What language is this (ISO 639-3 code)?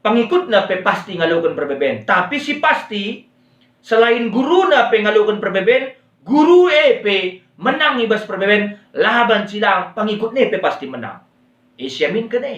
btx